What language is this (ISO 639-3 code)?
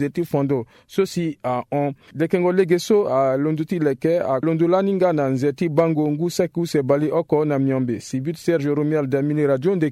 sag